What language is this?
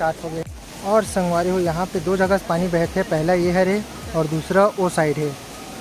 Chhattisgarhi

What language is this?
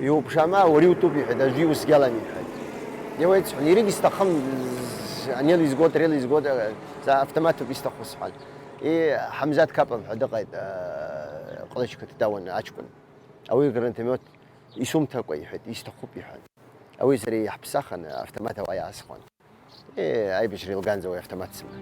Abkhazian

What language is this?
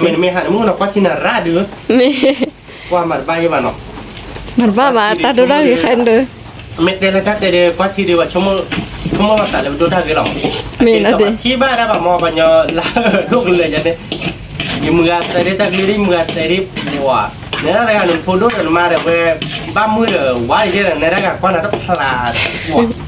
S'gaw Karen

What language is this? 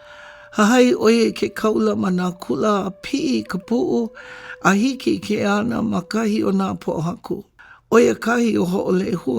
Hawaiian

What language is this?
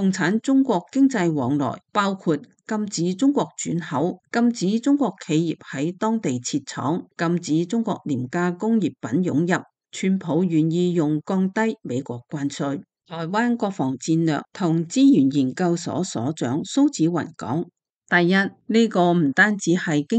Cantonese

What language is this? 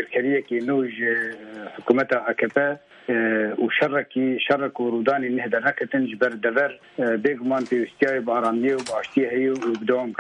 Kurdish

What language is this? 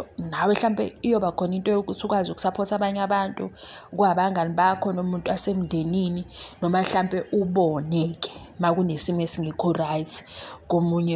Zulu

